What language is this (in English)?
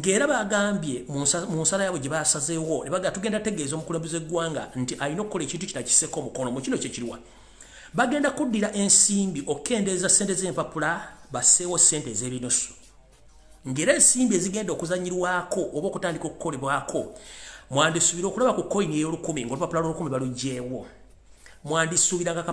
Ganda